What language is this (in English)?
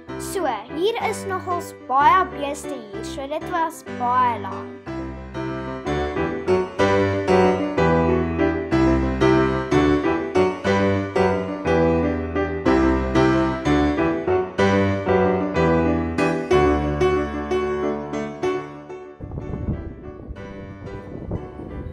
Afrikaans